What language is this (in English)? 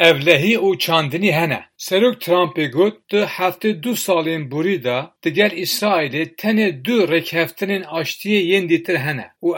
Kurdish